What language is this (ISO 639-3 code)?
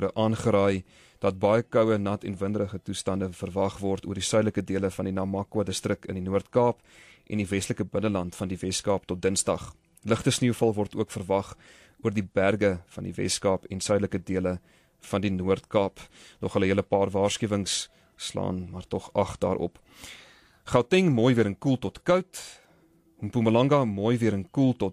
afr